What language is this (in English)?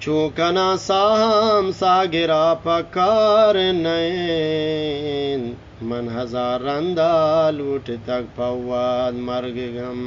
Eastern Balochi